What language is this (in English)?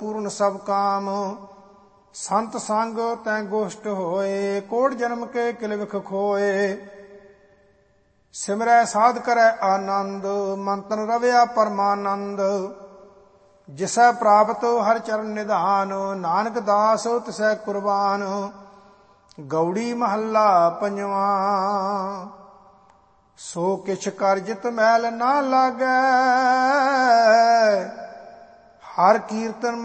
Punjabi